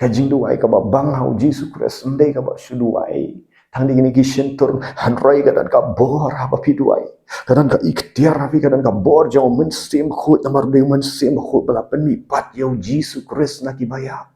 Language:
Khasi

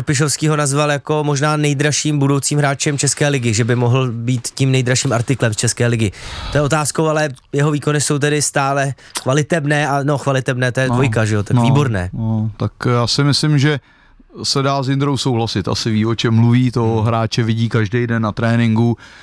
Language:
Czech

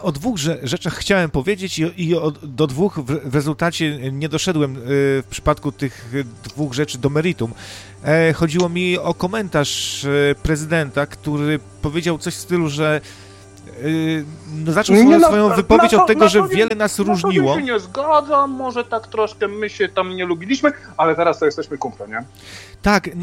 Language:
Polish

